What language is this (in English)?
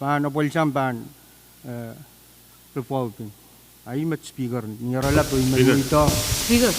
Pohnpeian